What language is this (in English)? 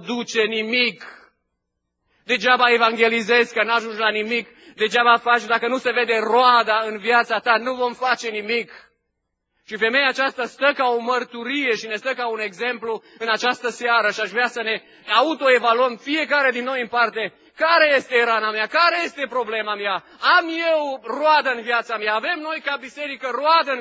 Romanian